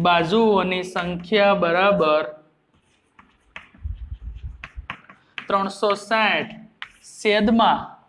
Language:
Gujarati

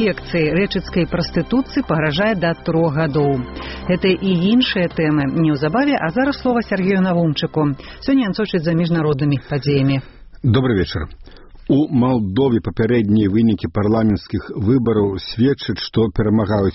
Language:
Belarusian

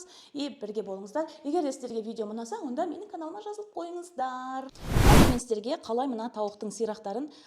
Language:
Kazakh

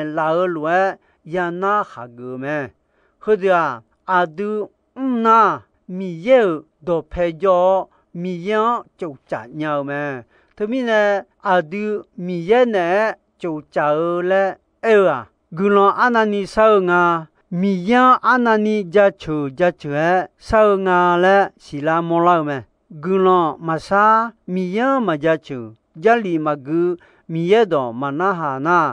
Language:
Akha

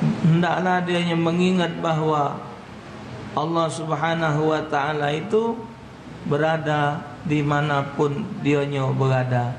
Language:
Musi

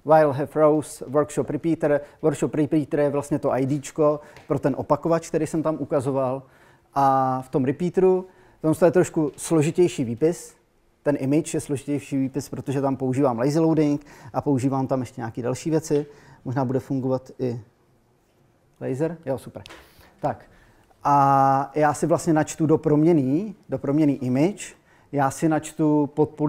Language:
Czech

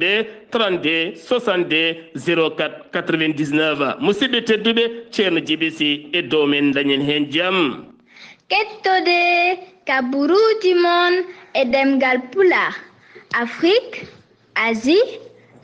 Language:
Fula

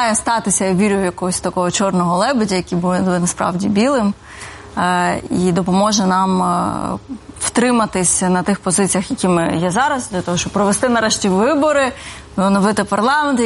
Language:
Ukrainian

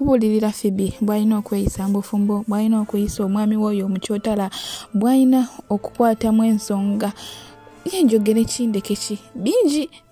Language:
Ganda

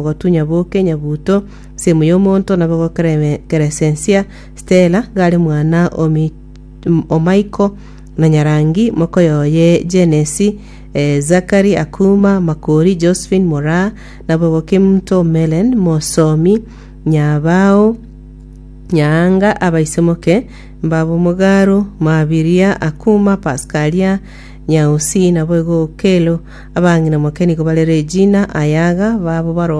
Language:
Gusii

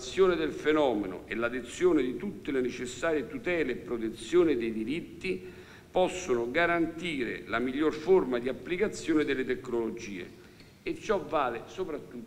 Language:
Italian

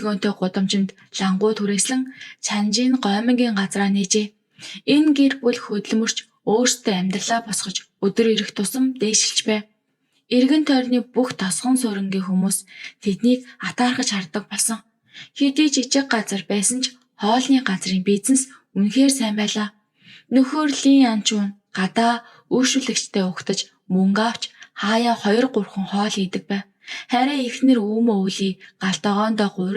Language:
Mongolian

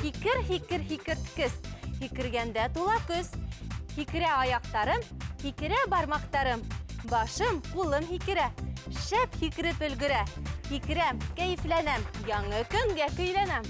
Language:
Bashkir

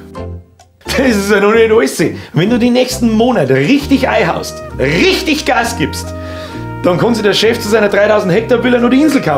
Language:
Bavarian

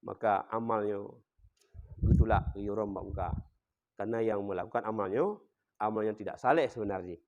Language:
Achinese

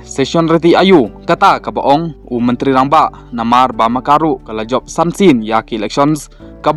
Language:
Khasi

